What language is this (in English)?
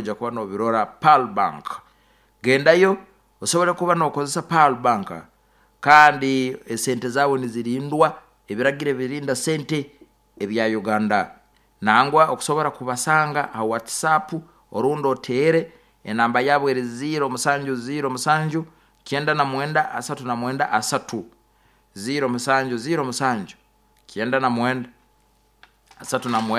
Nyoro